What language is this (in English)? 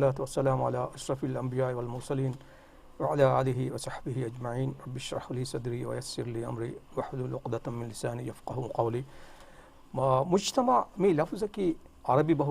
Divehi